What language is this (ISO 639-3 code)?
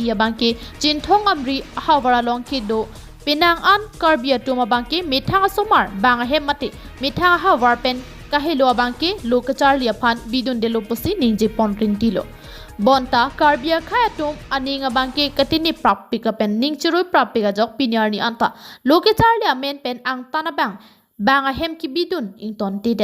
mjw